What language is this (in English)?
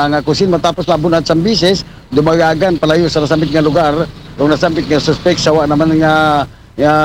Aklanon